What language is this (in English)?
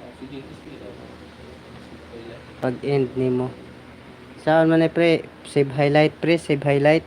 Cebuano